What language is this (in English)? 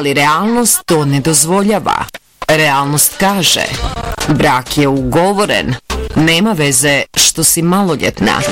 Bosnian